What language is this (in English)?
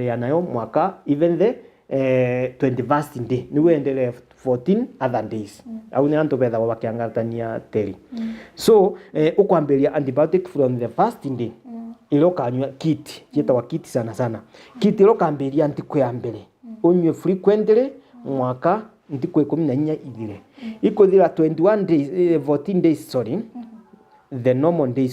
Meru